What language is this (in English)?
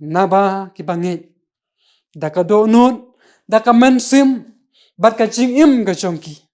Khasi